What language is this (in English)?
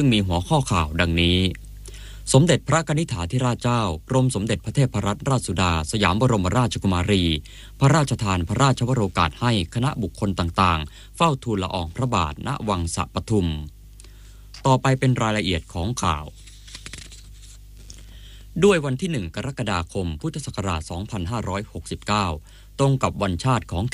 Thai